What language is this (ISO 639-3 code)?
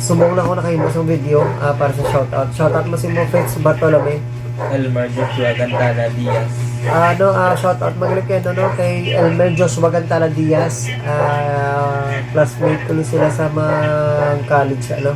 hil